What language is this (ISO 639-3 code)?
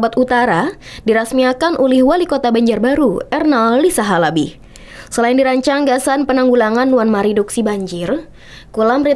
bjn